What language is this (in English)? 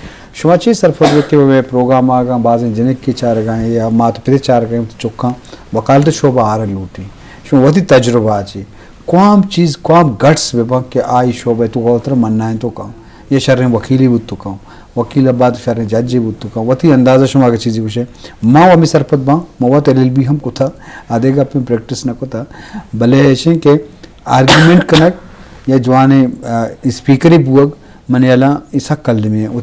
Eastern Balochi